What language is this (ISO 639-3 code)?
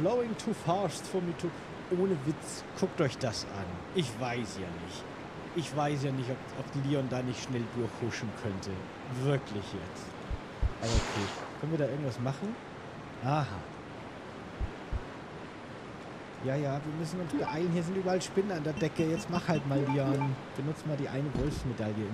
deu